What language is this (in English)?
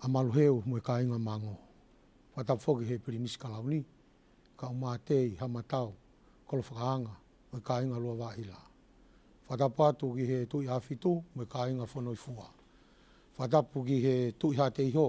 Tongan